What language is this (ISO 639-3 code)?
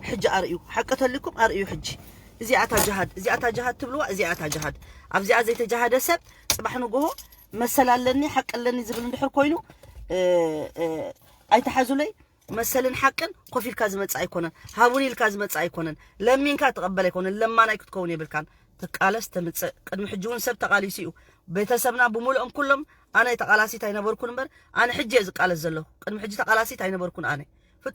tir